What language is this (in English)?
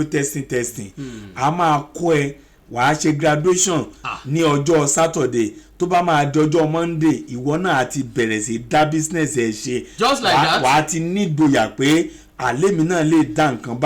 Yoruba